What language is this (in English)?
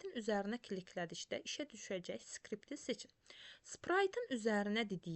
Azerbaijani